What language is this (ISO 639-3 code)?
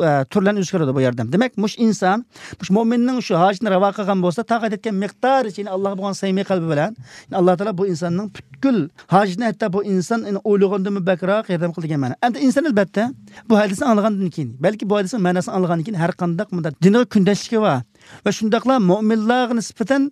uig